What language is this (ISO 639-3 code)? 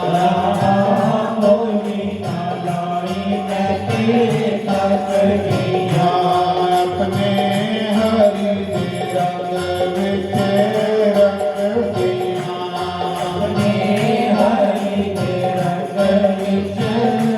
doi